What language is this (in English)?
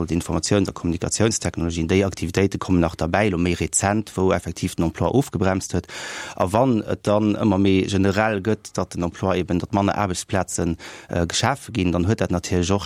Luxembourgish